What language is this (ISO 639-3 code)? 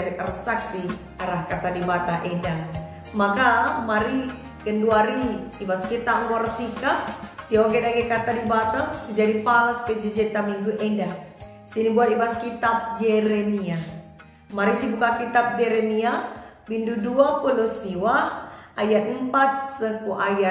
btx